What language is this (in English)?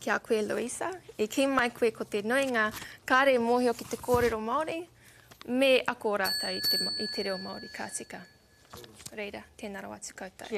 Māori